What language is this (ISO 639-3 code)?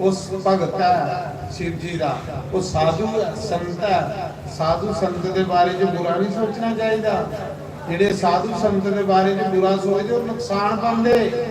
doi